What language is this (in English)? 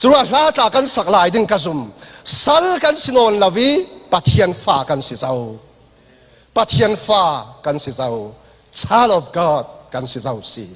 Falam Chin